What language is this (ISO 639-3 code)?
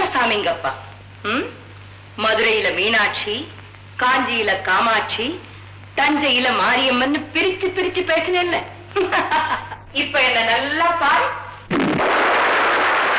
tam